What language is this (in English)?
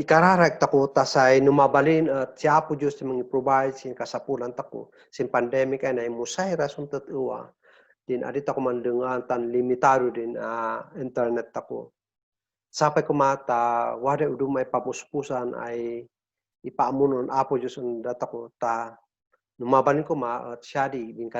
Kankanaey